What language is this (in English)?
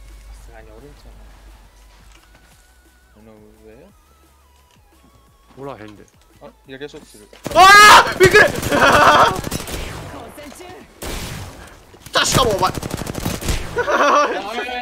Japanese